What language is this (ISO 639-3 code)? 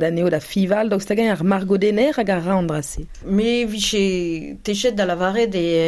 bre